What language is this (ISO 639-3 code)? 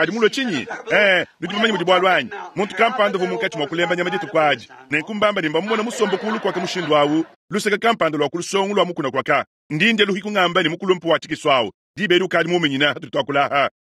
lua